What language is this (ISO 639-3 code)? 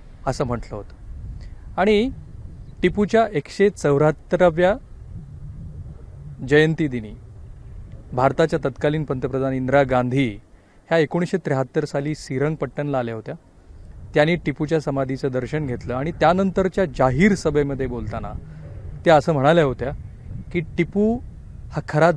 mar